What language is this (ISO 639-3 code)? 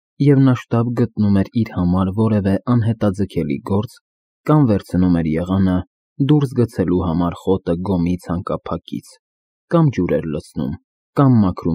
hye